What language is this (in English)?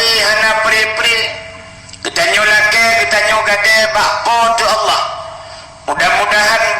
Achinese